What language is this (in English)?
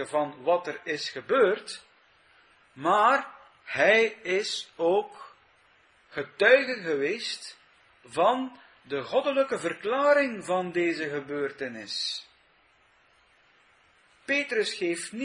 Dutch